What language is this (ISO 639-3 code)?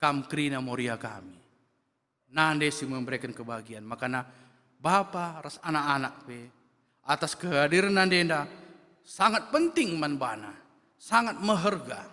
btx